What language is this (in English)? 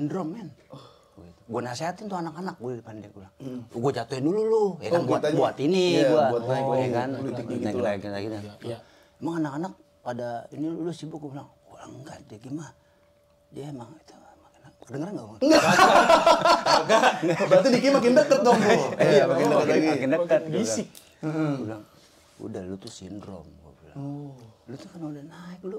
Betawi